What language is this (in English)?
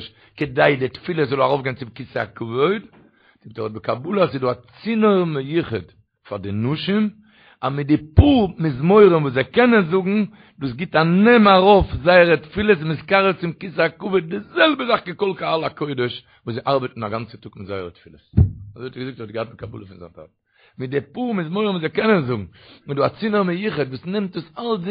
Yiddish